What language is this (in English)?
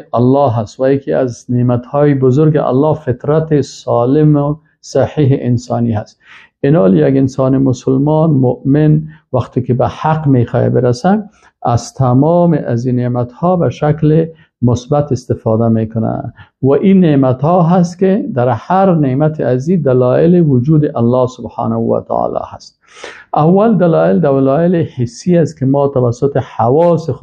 Persian